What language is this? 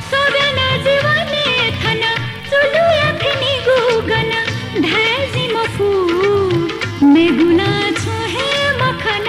Newari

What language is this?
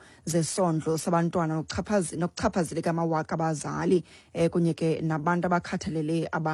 Xhosa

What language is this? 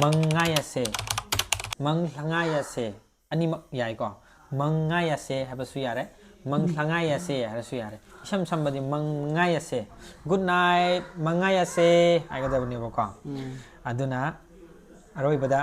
Manipuri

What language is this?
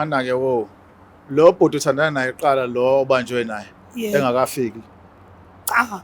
Zulu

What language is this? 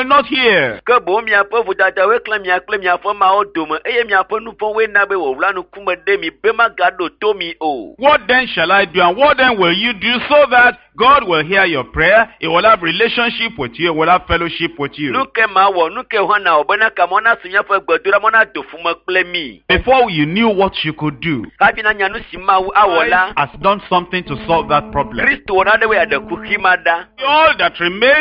Ewe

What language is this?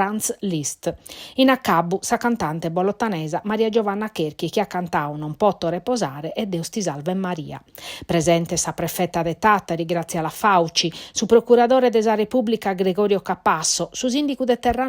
Sardinian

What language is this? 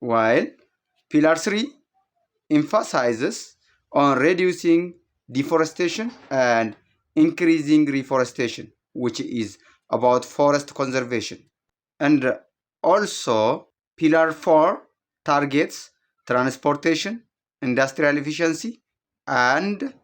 English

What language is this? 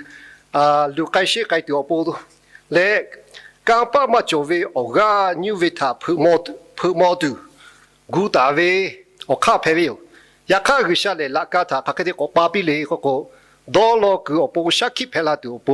Lahu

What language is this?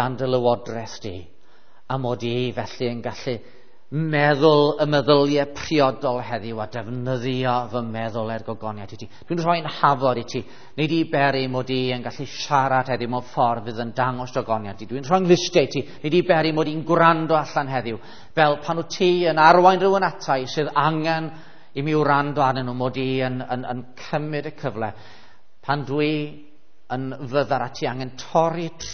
Welsh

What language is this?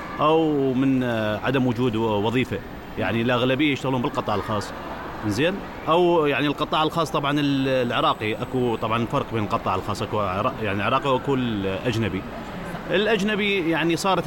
Mesopotamian Arabic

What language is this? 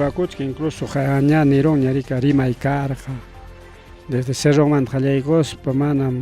Ayacucho Quechua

